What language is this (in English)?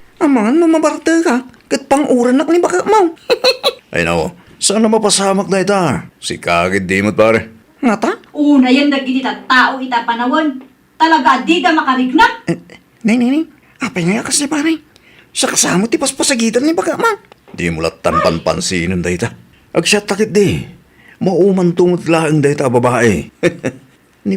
Iloko